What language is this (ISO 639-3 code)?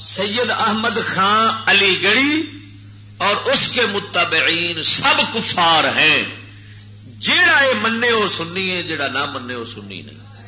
lah